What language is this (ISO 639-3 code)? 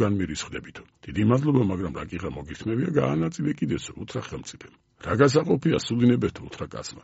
kat